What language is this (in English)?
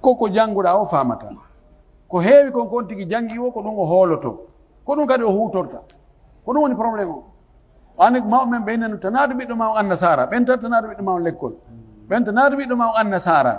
Pular